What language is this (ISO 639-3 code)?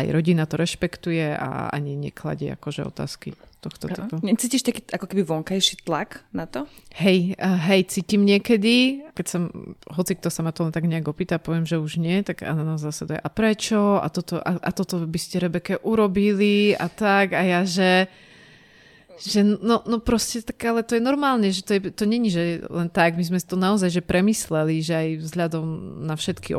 slk